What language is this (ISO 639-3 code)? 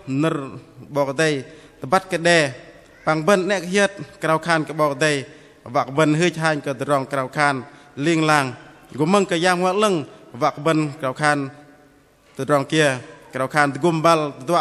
bdq